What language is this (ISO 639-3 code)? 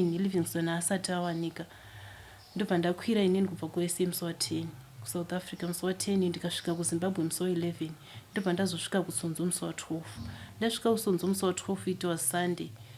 sna